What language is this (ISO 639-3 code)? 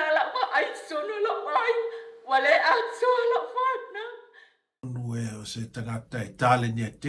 smo